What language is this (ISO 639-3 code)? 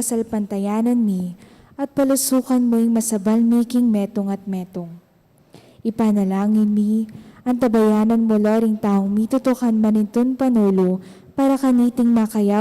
pam